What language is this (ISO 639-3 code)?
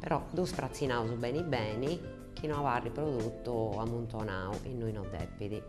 srd